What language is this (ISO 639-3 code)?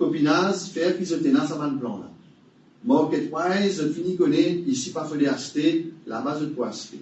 mfe